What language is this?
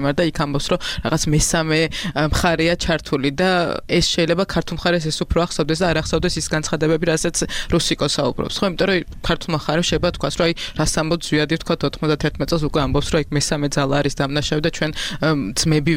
Georgian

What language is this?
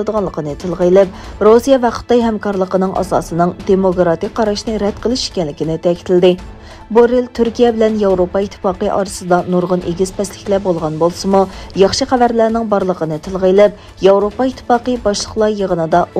Uyghur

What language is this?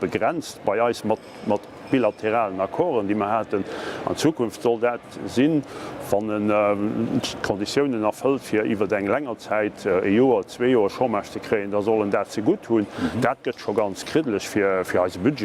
Luxembourgish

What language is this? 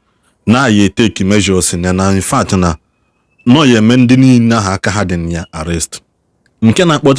Igbo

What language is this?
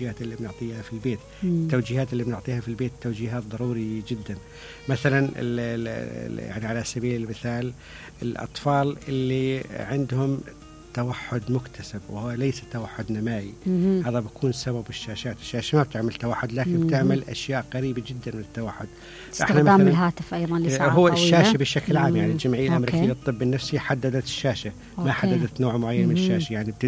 Mesopotamian Arabic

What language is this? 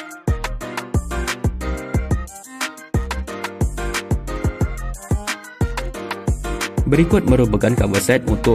Malay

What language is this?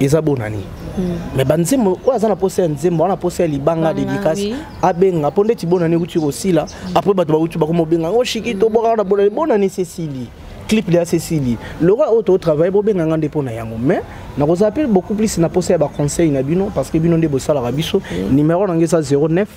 Lingala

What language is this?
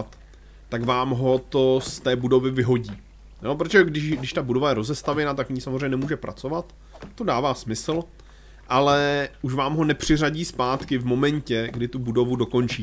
Czech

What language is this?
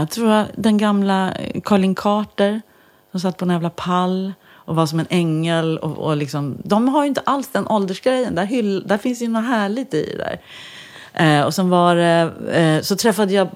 Swedish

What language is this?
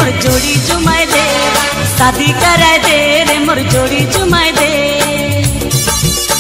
Sadri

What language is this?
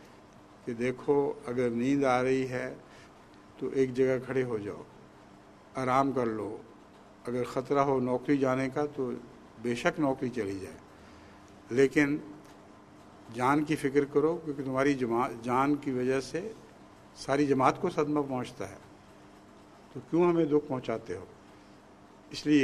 Urdu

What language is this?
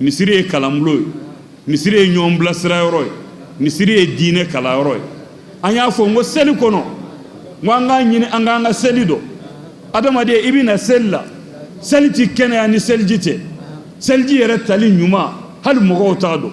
Bambara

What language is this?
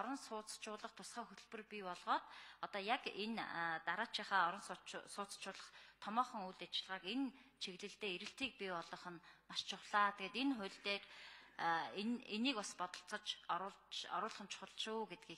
Mongolian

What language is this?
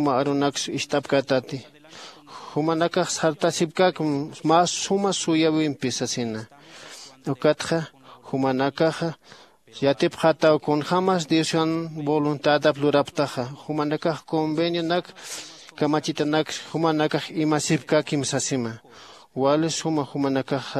Aymara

